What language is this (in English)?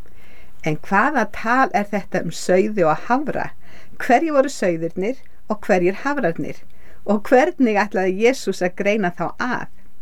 Icelandic